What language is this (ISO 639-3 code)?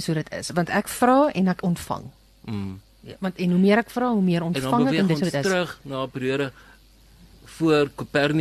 afr